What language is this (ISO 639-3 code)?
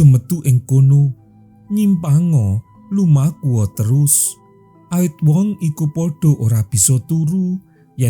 jav